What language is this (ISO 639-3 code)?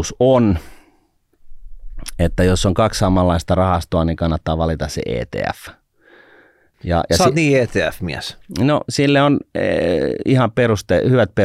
fin